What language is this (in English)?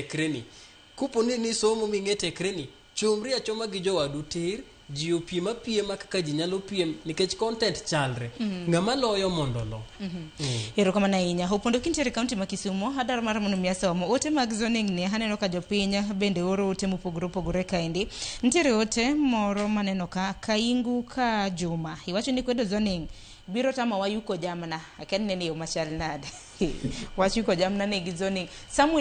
Luo (Kenya and Tanzania)